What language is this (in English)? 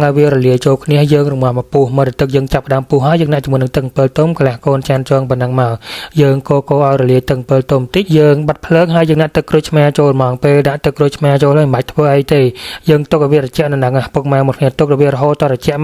Khmer